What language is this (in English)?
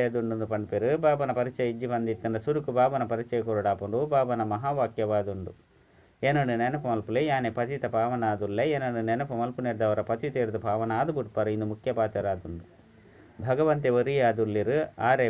Tulu